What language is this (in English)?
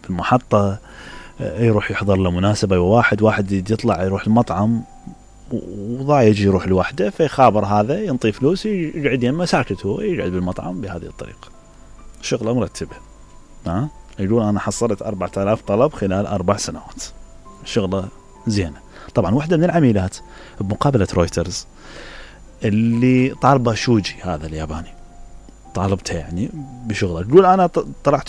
Mesopotamian Arabic